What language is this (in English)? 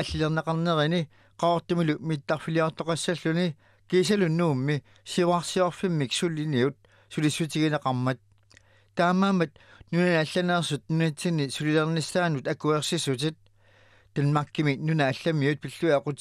Kalaallisut